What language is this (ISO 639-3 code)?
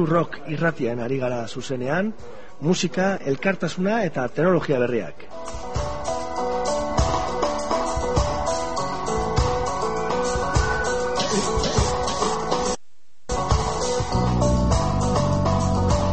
eus